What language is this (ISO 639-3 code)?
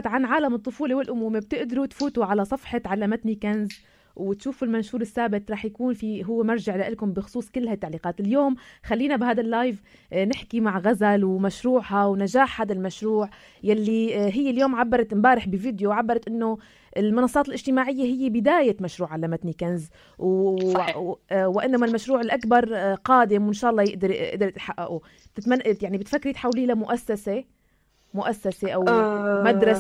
apc